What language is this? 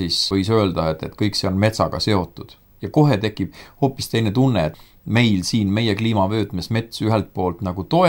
Estonian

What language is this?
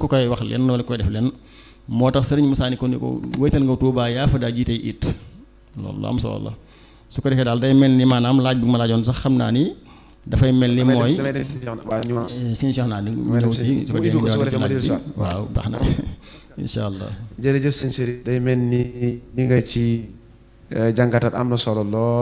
Wolof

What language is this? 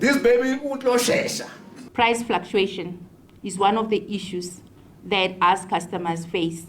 Venda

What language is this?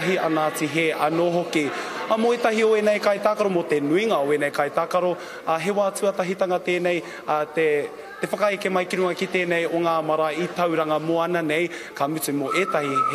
Māori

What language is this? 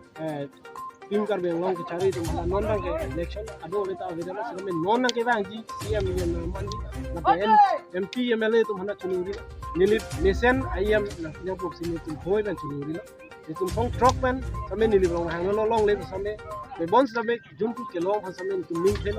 Karbi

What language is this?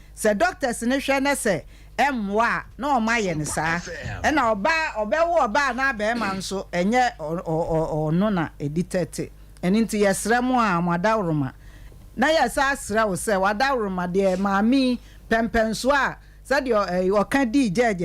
Akan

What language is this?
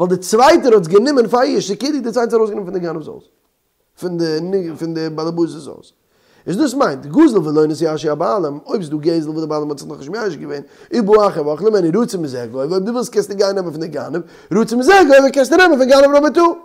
Yiddish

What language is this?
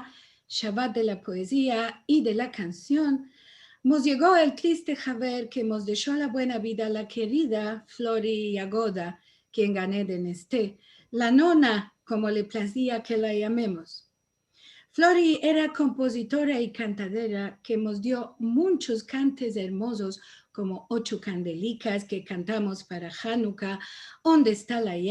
Ladino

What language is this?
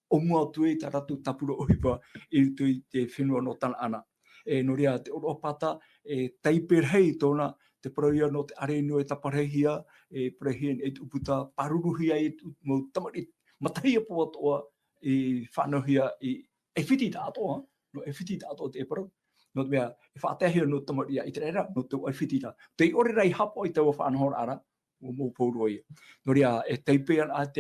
Tahitian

